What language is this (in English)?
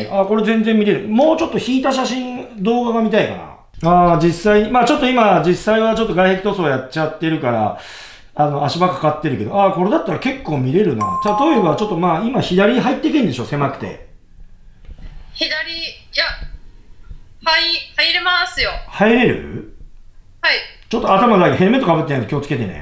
Japanese